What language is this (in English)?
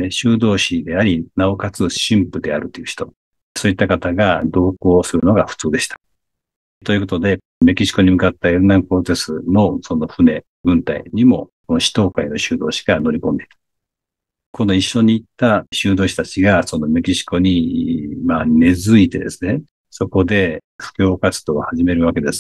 Japanese